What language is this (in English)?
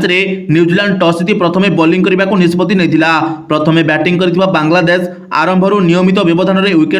Odia